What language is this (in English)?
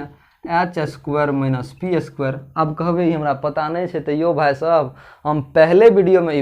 Maithili